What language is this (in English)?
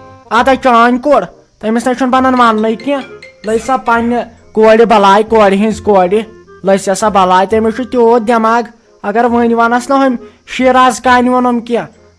Kashmiri